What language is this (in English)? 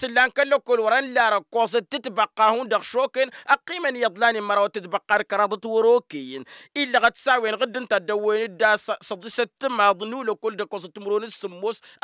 Tamasheq